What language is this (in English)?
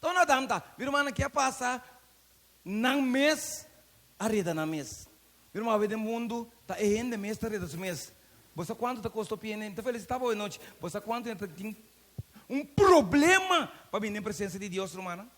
Papiamento